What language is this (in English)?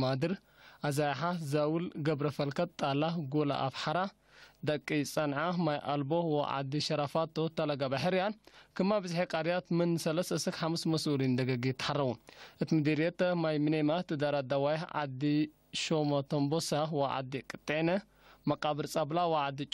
Tigre